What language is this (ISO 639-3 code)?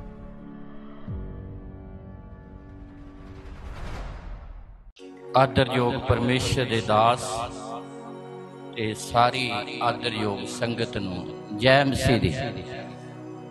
pan